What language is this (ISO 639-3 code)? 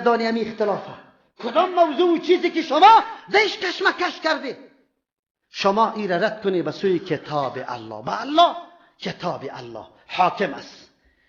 fas